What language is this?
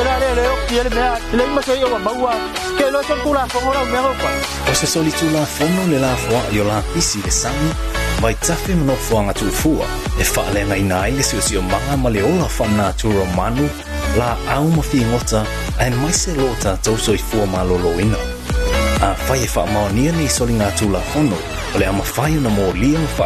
Samoan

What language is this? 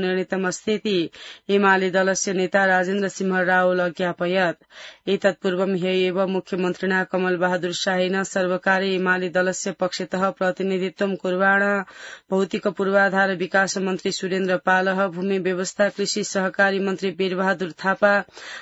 Sanskrit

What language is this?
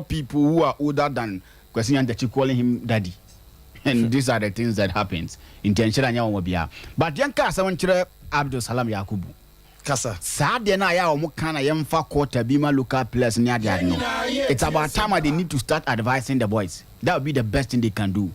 Akan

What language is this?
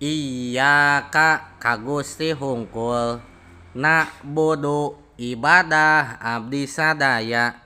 Sundanese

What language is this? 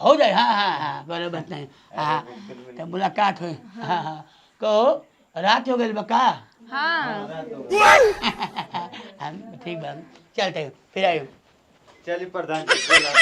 Bhojpuri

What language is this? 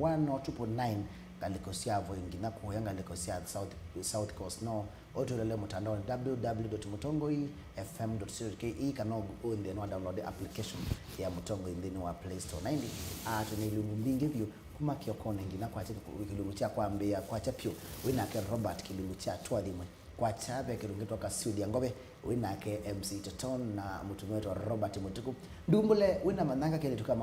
Kamba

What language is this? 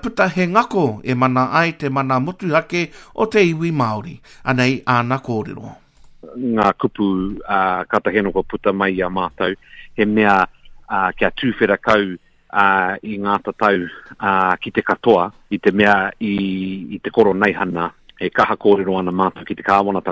Māori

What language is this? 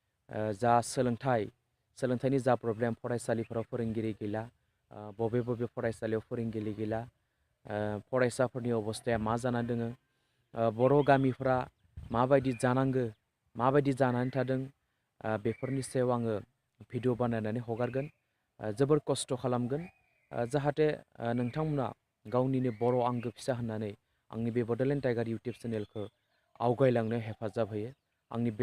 Bodo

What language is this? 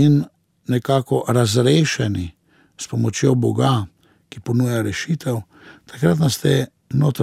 Slovenian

